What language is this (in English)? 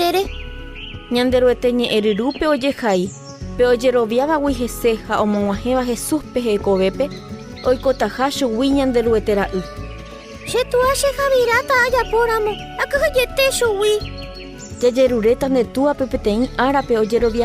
Guarani